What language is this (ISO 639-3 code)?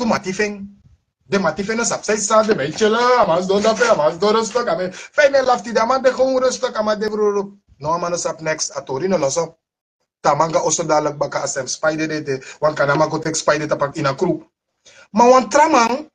srn